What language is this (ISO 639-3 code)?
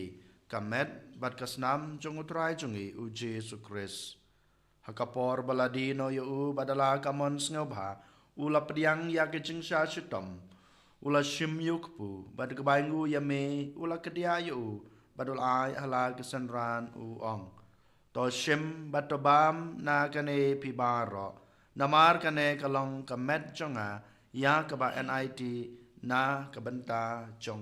kha